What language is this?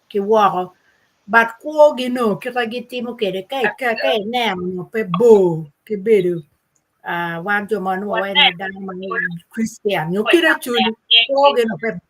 Acoli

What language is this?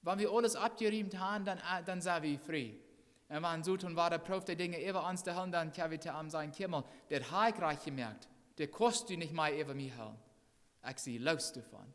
Plautdietsch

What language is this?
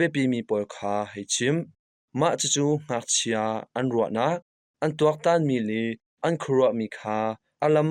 Hakha Chin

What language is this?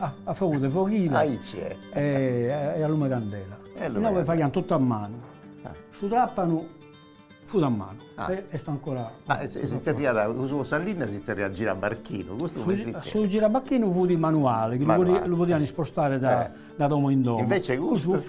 Sardinian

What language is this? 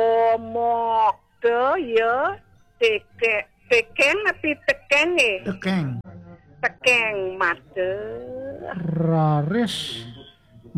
Balinese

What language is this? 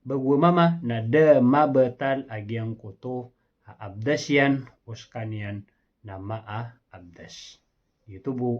Maranao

